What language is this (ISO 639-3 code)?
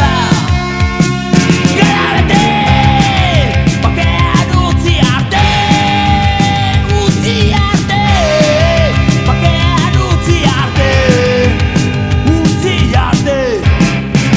eus